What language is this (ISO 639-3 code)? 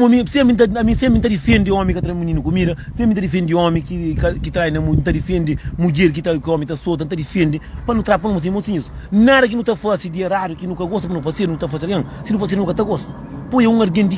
kea